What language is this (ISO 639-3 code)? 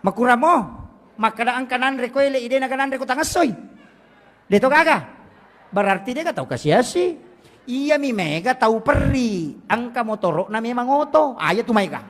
bug